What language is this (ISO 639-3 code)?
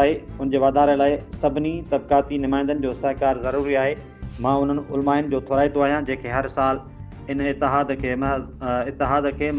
snd